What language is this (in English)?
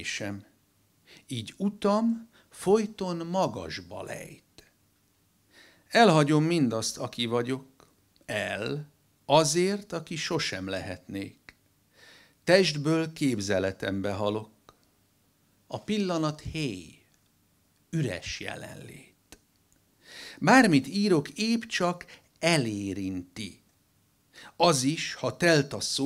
Hungarian